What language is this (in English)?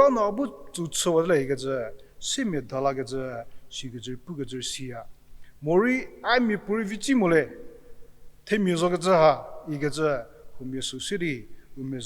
Angami Naga